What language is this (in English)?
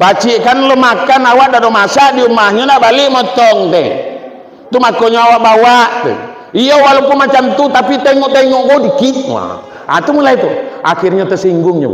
Minangkabau